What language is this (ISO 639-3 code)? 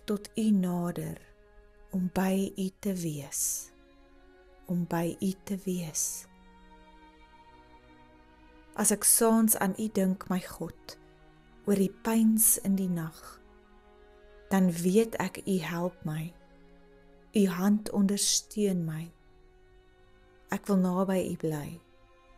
afr